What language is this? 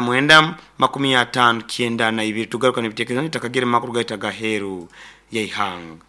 Nyankole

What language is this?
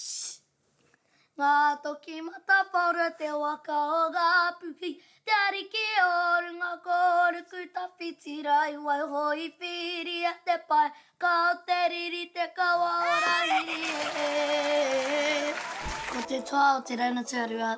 Māori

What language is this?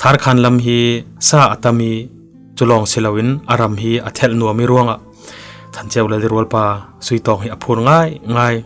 Falam Chin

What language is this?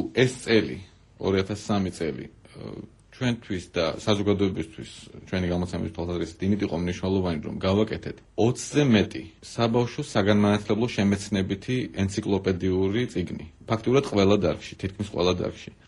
Georgian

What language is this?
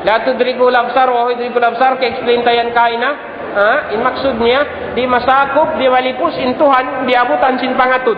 Tausug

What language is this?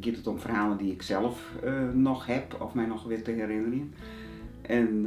Western Frisian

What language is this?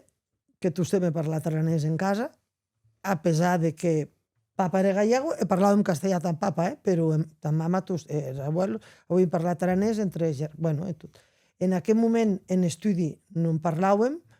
Occitan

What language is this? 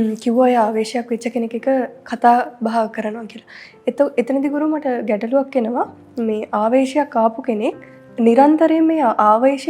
Sinhala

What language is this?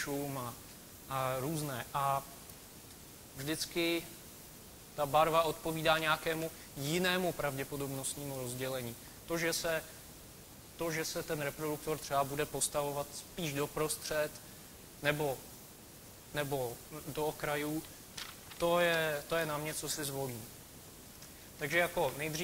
Czech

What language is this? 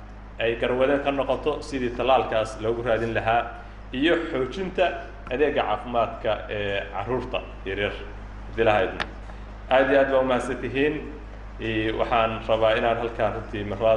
Somali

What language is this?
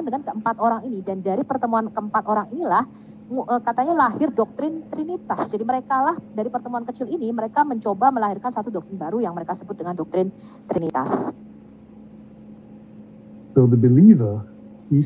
Indonesian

